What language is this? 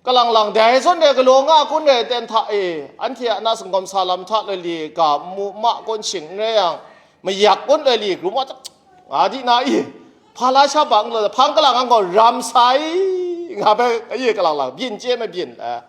Kachin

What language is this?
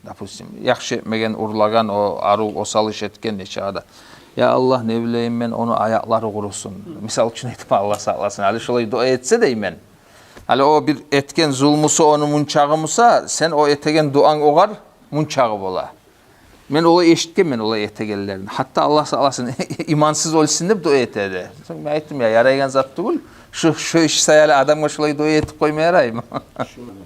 Kumyk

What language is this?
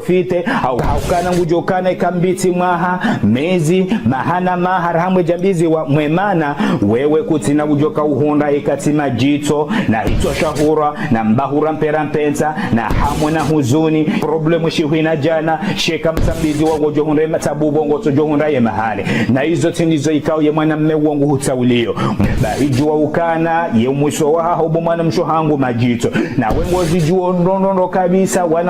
Ngazidja Comorian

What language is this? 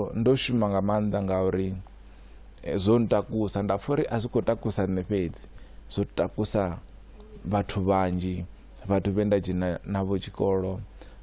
Venda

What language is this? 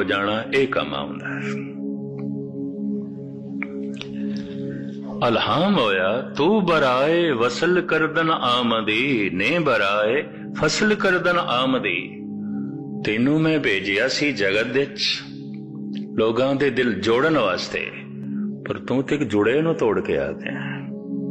Punjabi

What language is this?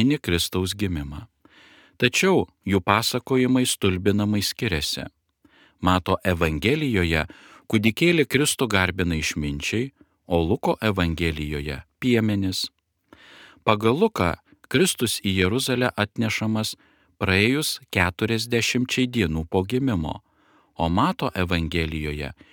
Lithuanian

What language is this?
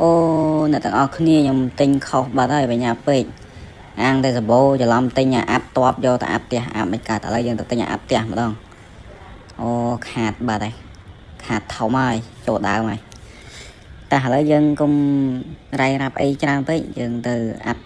Khmer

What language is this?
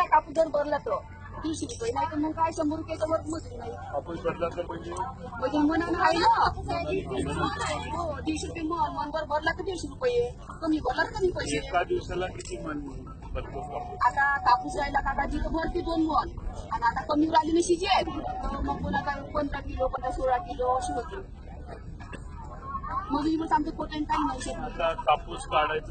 Marathi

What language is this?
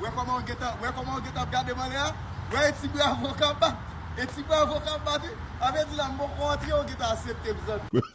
Haitian Creole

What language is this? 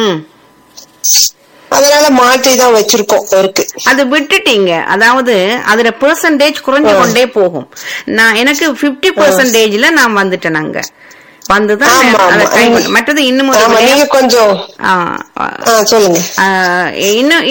Tamil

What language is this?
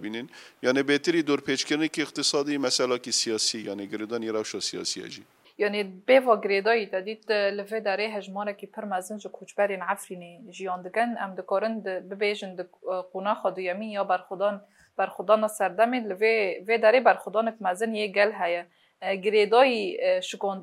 Kurdish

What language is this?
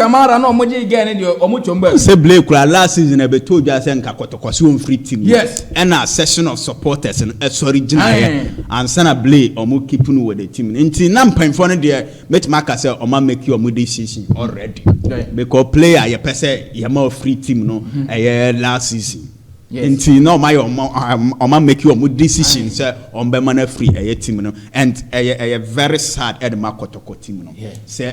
Akan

